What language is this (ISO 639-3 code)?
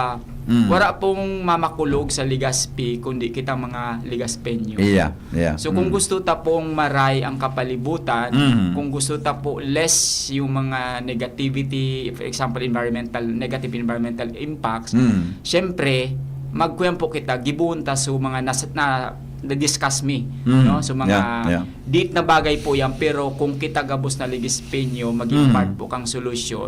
bik